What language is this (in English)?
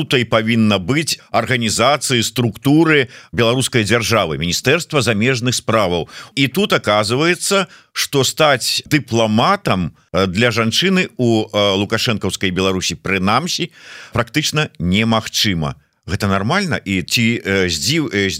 Belarusian